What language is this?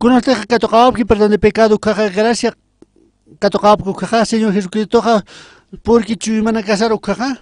Aymara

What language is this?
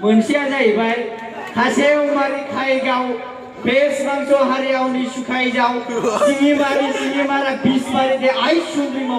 Bodo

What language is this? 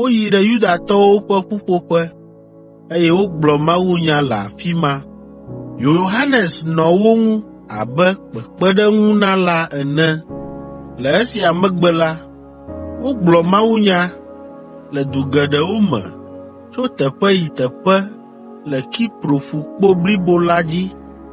Ewe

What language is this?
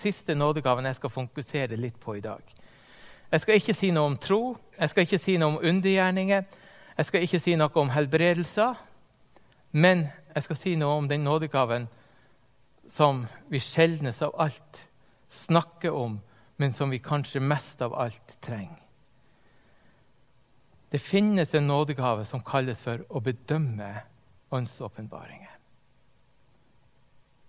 Norwegian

